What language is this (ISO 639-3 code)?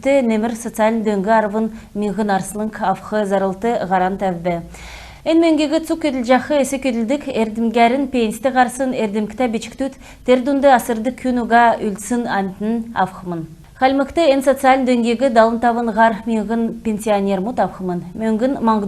xal